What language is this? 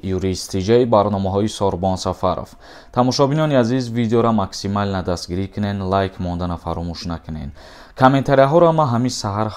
Tajik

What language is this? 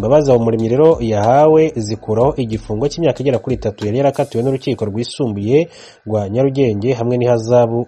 Kinyarwanda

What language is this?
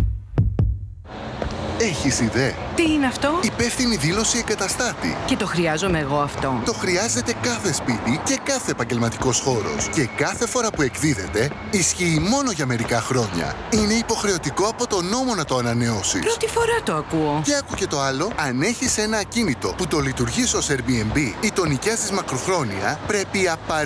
Greek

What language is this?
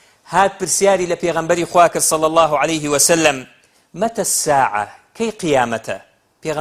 Central Kurdish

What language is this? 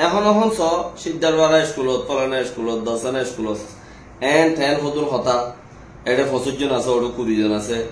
Rohingya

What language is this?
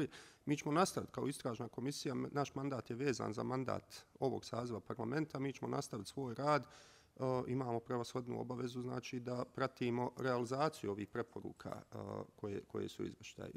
Bosnian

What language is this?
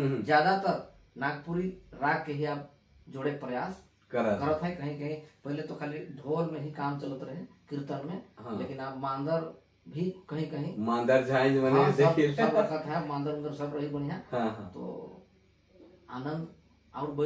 Sadri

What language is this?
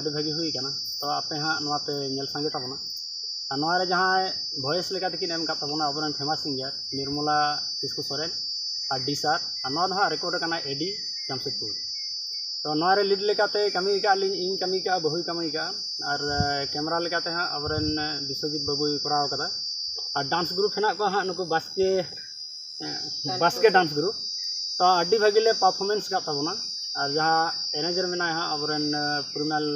Santali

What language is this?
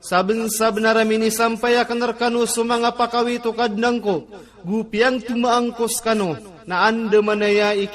Maranao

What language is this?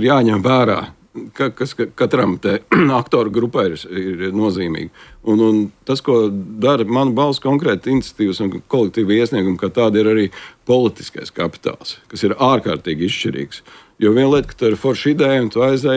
Latvian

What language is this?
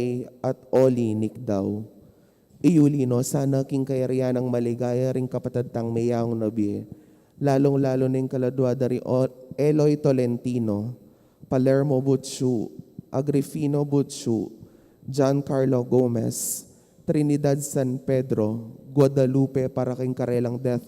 Pampanga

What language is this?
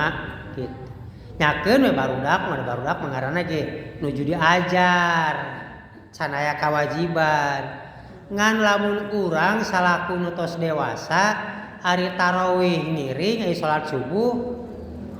Sundanese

